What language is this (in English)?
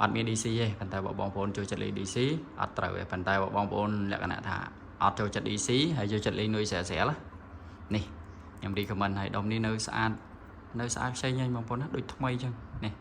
Khmer